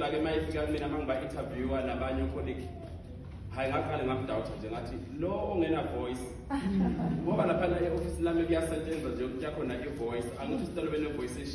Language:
Zulu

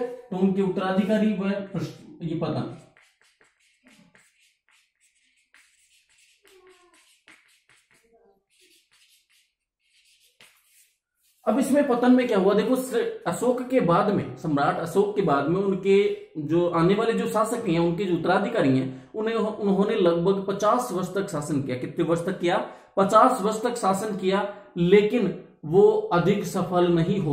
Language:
Hindi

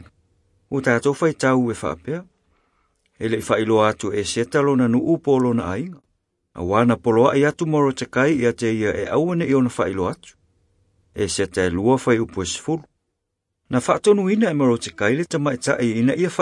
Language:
Samoan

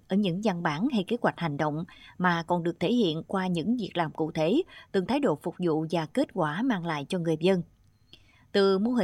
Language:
Vietnamese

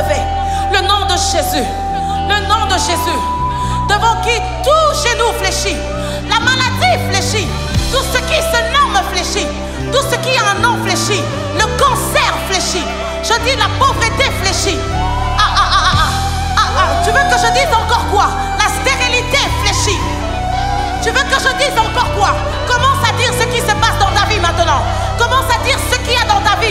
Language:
French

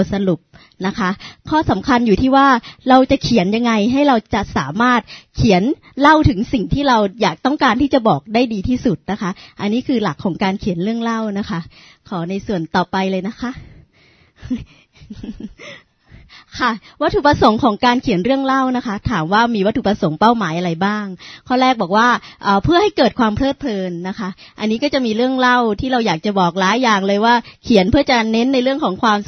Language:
Thai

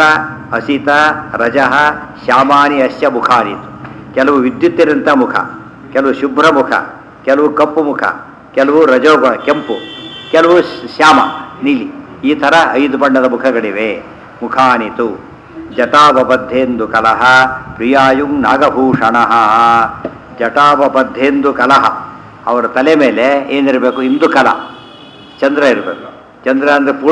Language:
Kannada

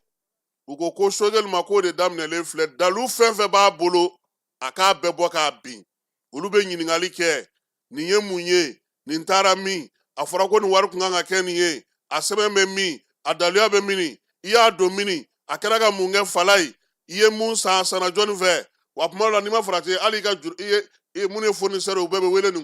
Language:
Bambara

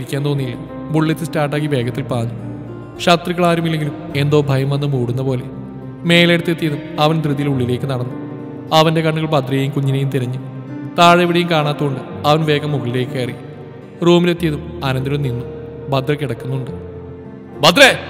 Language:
Malayalam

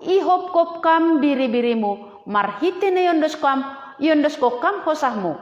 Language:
Batak Simalungun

